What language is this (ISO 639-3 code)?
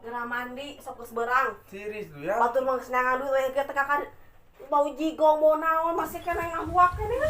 sun